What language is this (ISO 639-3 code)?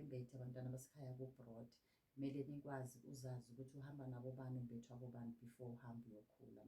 zul